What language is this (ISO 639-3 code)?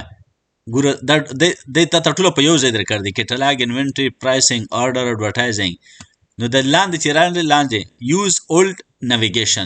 pus